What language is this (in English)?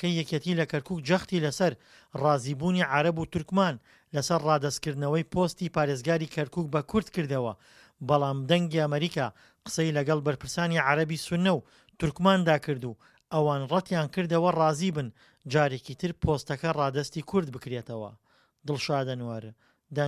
Central Kurdish